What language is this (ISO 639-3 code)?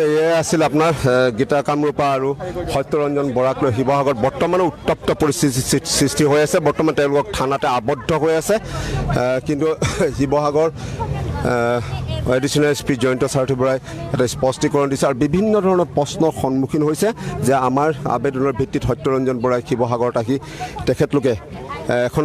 asm